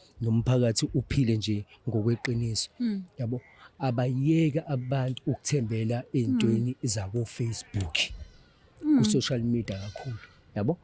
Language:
Zulu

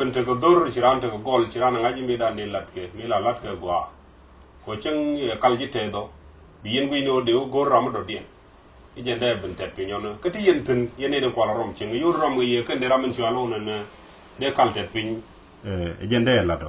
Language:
Nuer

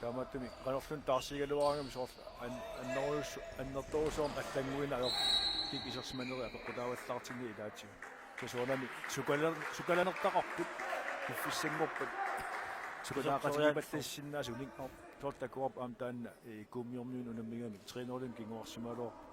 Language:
Kalaallisut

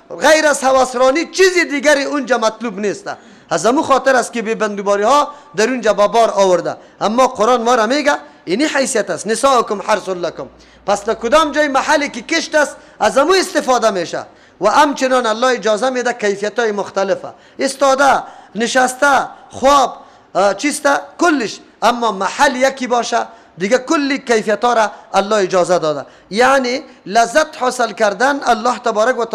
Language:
Persian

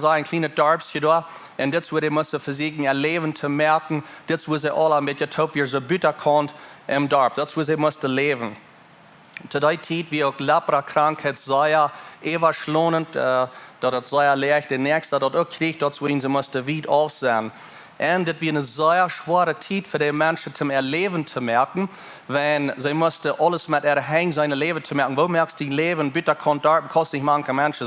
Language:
Plautdietsch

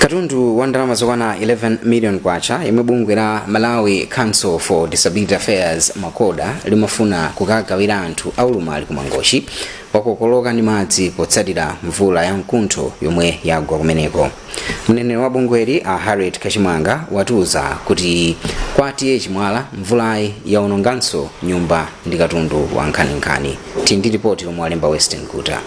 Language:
Nyanja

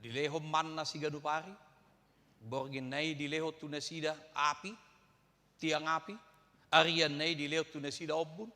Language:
Batak Toba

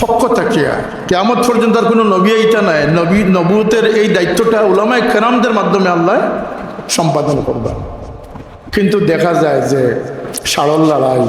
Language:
Sylheti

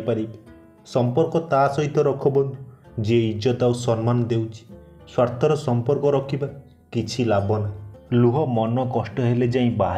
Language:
Odia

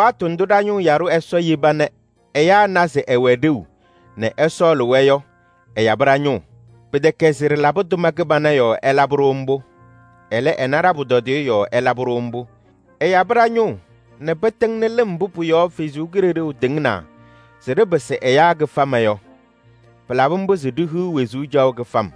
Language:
Kabiyè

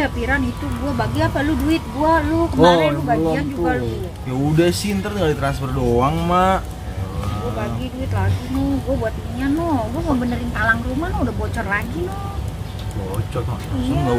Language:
Betawi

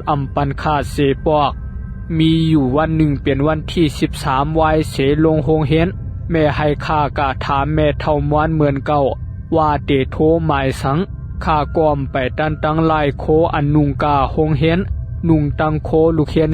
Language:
Shan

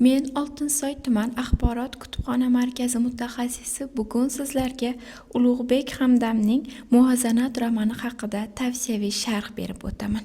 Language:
Uzbek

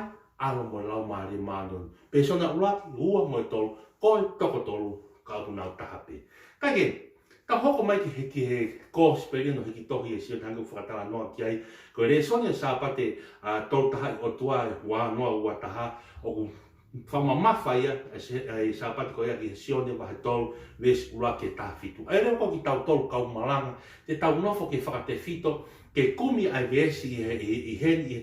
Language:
Tongan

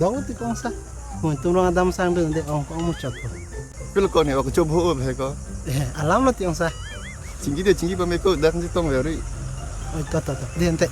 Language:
Karbi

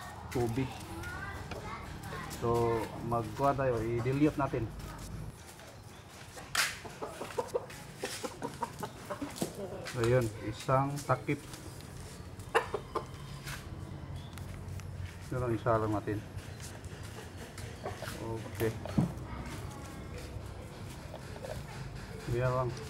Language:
Filipino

